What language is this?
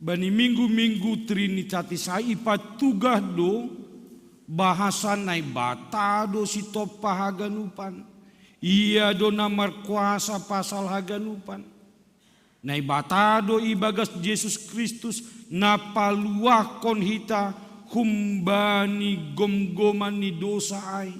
Batak Simalungun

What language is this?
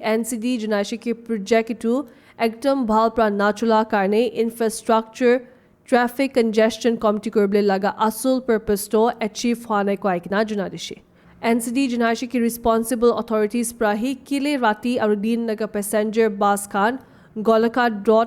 Naga Pidgin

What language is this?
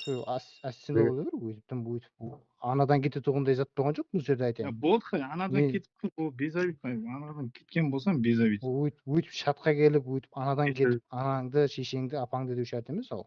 Kara-Kalpak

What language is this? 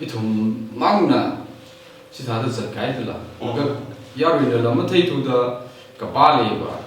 Tangkhul Naga (India)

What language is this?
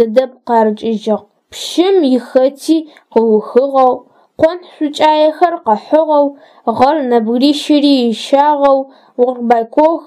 Adyghe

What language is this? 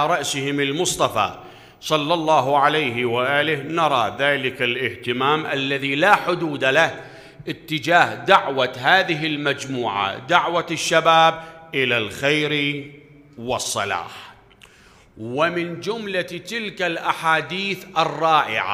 Mesopotamian Arabic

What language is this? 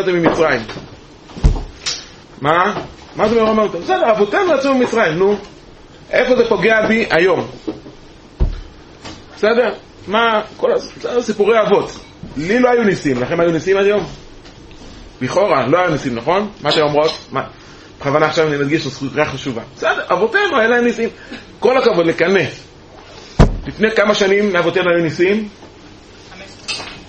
Hebrew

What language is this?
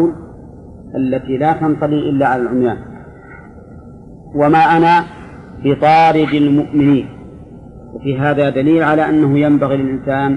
Arabic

